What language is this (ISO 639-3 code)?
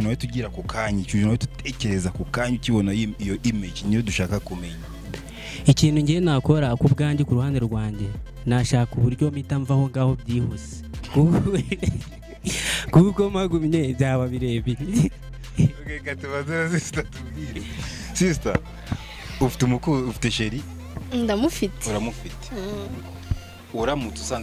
kin